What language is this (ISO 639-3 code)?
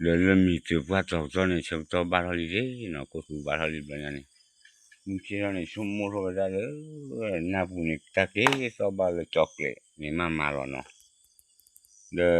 ksw